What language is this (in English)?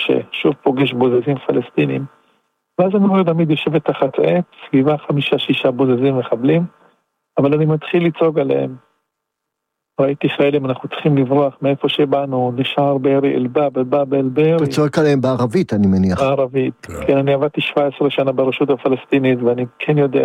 Hebrew